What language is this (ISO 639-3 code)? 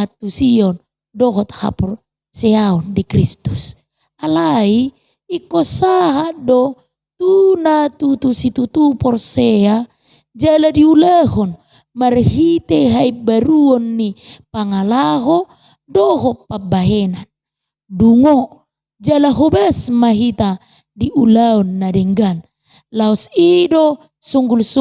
bbc